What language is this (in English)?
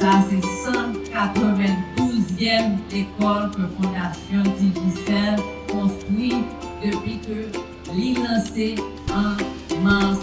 Haitian Creole